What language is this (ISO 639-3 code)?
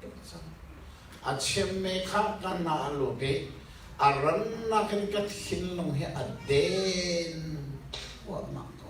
cnh